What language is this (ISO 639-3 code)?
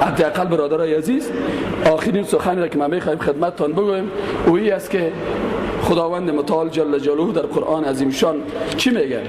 fas